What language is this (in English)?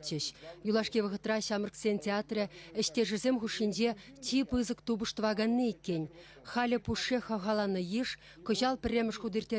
Chuvash